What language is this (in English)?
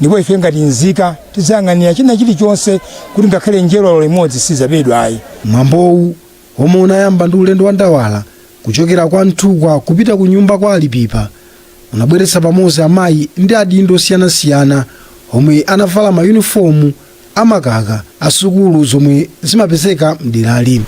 Nyanja